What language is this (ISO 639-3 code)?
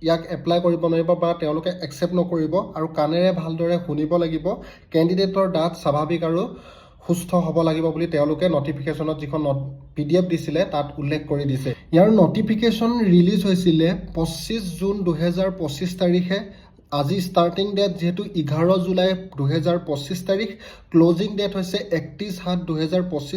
asm